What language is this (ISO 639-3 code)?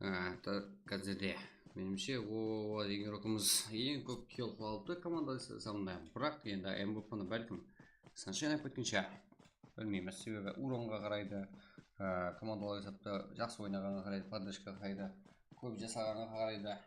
kaa